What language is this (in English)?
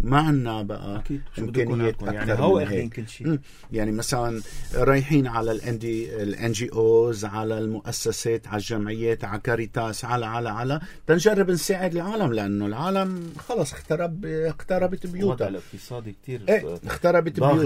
North Levantine Arabic